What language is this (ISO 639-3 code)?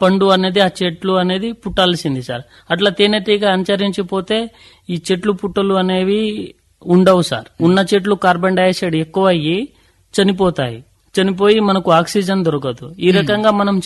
tel